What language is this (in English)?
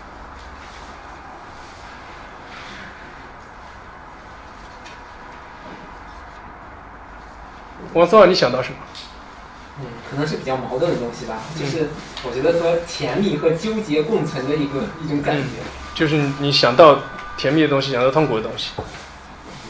Chinese